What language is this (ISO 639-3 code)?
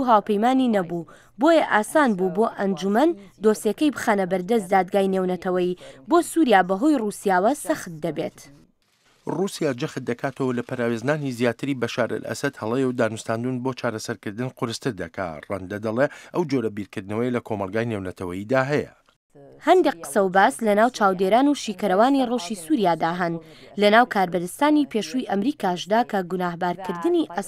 ckb